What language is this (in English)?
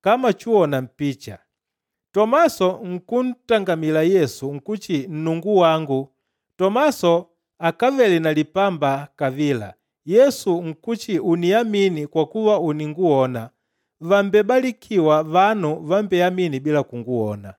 Makonde